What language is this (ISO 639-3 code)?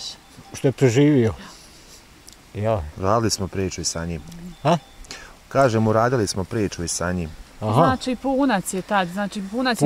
bos